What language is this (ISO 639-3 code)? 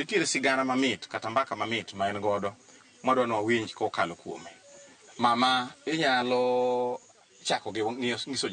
luo